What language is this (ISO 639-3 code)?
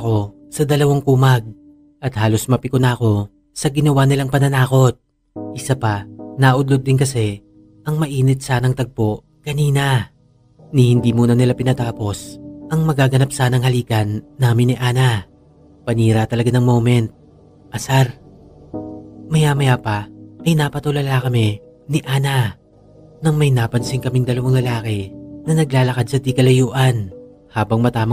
fil